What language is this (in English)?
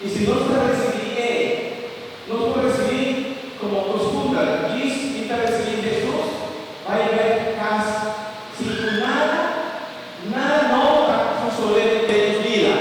Papiamento